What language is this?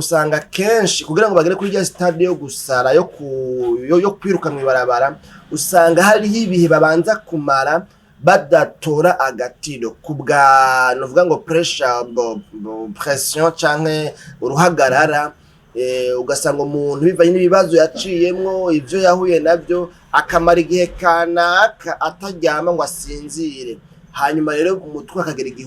Rundi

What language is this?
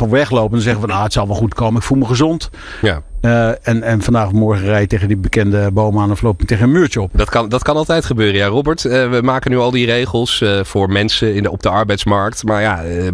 Dutch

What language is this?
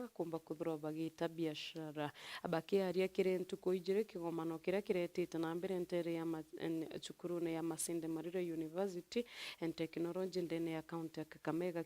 Meru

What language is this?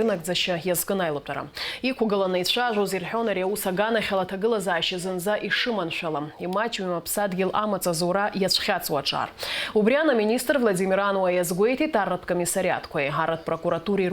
Abkhazian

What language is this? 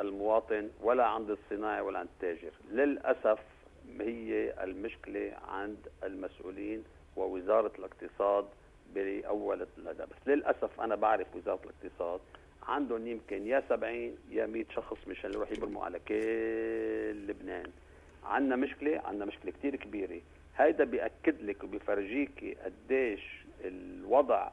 North Levantine Arabic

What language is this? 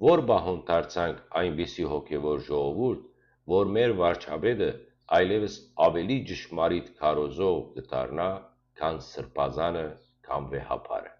Western Armenian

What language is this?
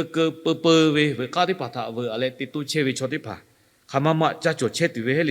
Lahu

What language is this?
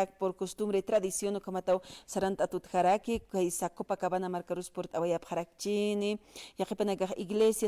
Aymara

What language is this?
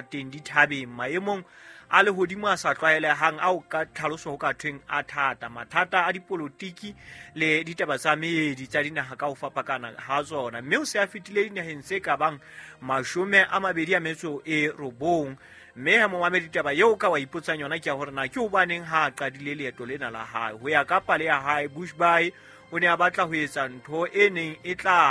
Southern Sotho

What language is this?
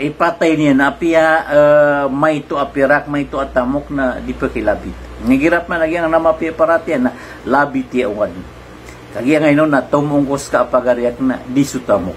Maranao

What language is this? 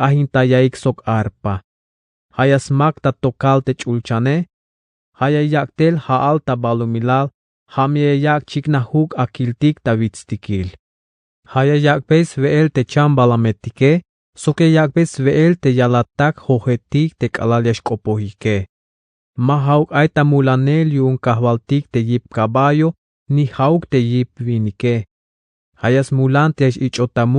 Tzeltal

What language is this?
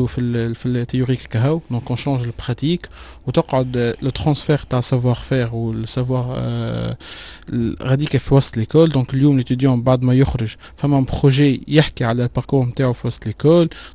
Tunisian Arabic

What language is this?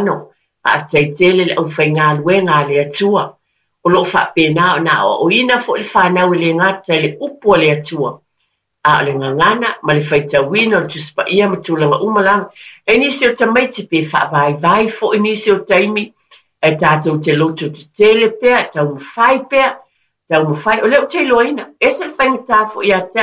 Samoan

